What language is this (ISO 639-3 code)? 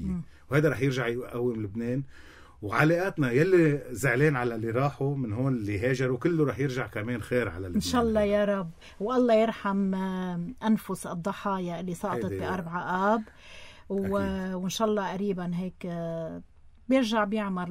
apc